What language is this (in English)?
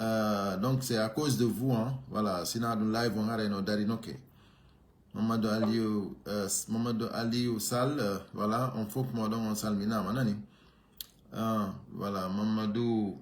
Pular